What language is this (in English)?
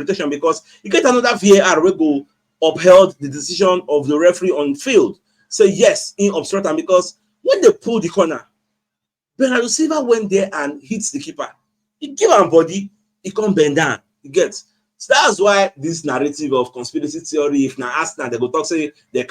Nigerian Pidgin